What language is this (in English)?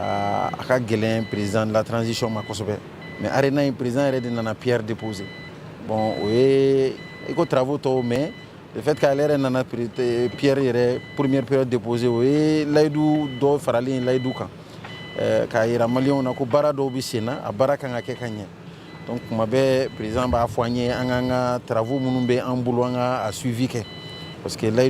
Bambara